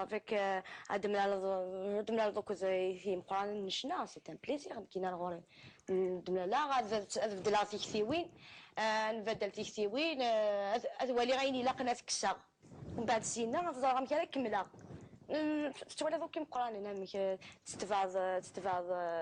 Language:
Kabyle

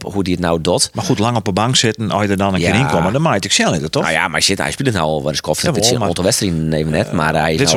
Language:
Western Frisian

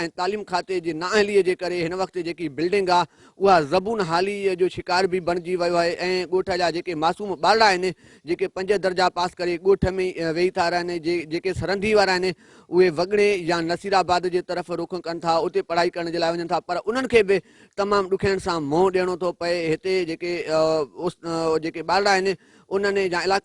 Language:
Sindhi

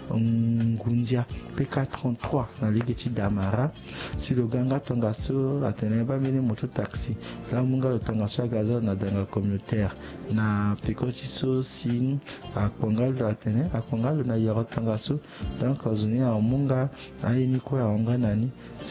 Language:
Sango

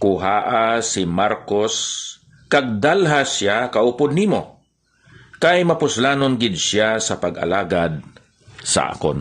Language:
Hiligaynon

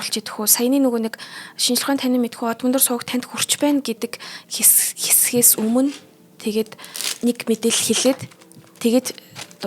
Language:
Mongolian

